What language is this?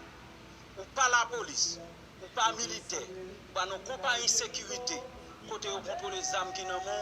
Haitian Creole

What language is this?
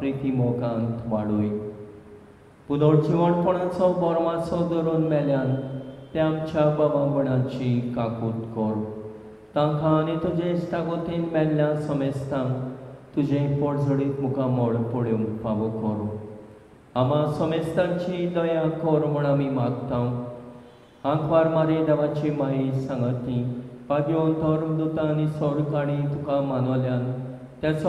Konkani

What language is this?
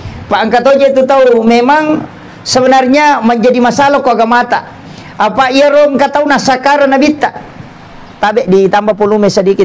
Buginese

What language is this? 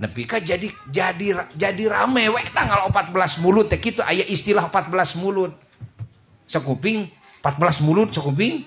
Sundanese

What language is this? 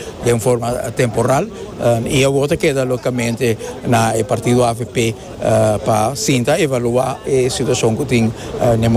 Papiamento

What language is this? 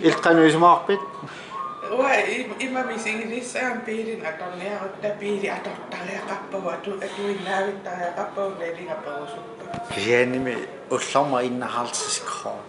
Kalaallisut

